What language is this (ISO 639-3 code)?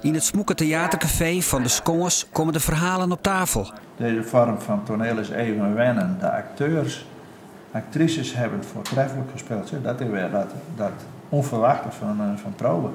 fry